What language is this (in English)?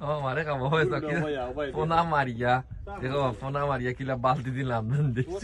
Sylheti